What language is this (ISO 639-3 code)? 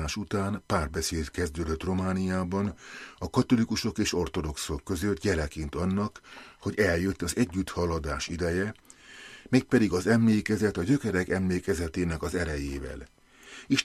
hun